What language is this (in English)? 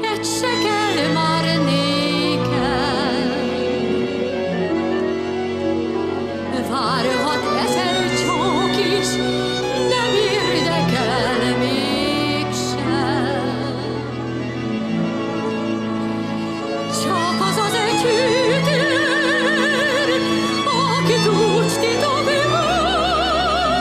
Hungarian